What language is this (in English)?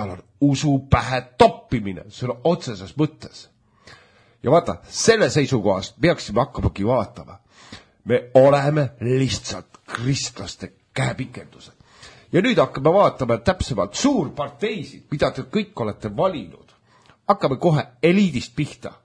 Estonian